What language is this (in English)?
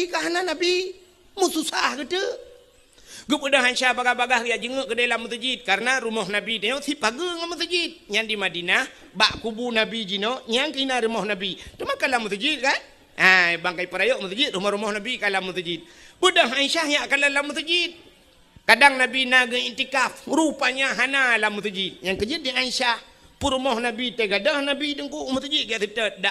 Achinese